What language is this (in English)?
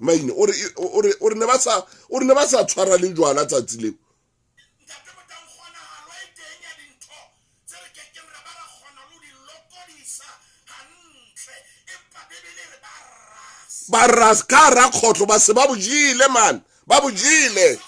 Southern Sotho